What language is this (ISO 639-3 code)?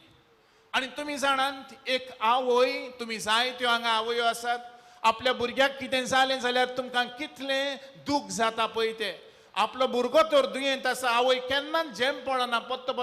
kok